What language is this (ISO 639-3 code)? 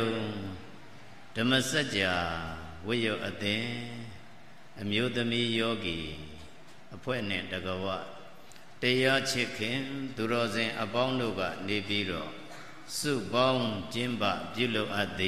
mya